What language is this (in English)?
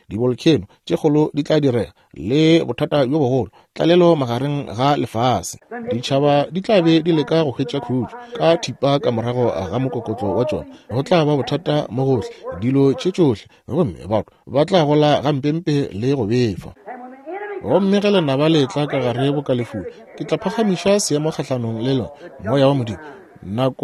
Northern Sotho